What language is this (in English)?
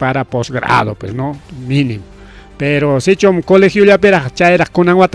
Ayacucho Quechua